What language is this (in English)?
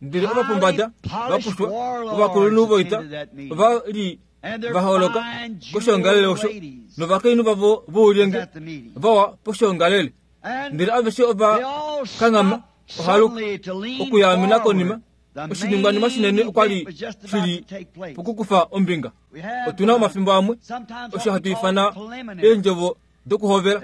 Kuanyama